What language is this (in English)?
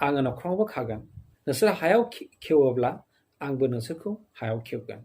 Bodo